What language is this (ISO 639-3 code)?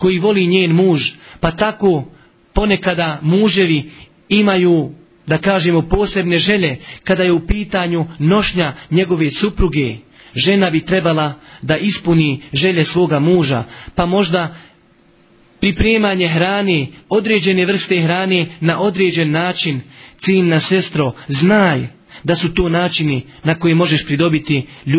bos